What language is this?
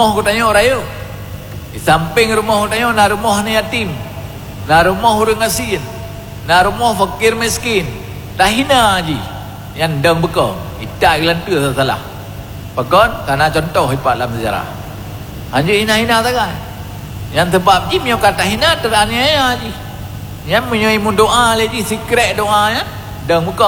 Achinese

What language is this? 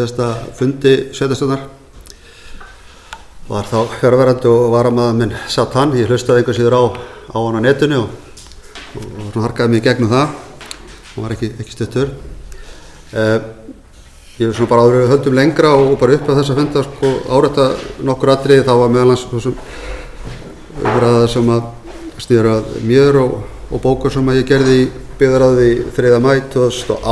Icelandic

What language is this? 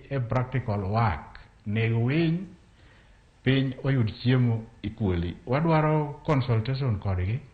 Luo (Kenya and Tanzania)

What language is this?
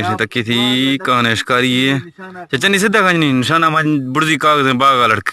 Eastern Balochi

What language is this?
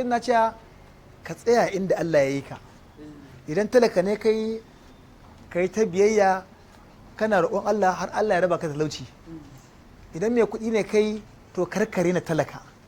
Hausa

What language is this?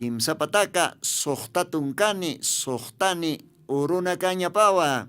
Aymara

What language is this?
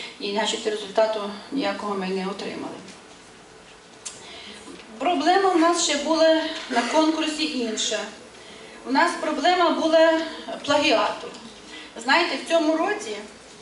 Ukrainian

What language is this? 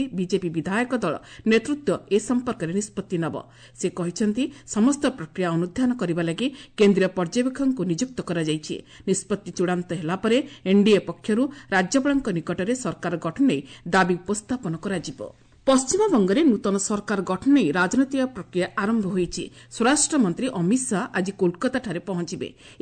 Odia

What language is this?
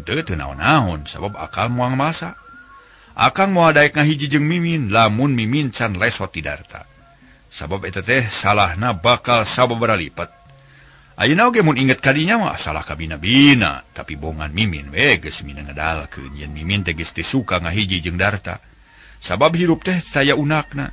Sundanese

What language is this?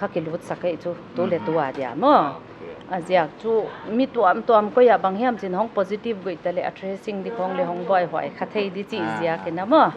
Paite Chin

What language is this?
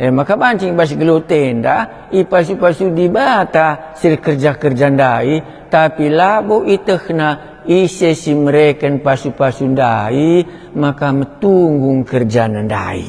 Batak Karo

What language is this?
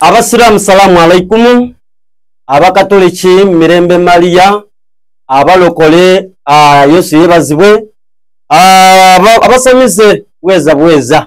Soga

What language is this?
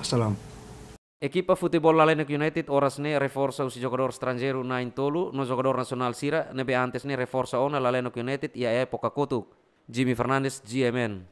Tetum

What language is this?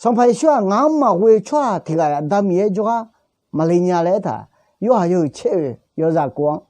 Akha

